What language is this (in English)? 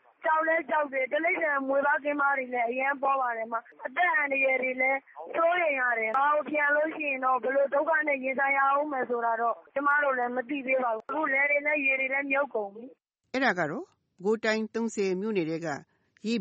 Burmese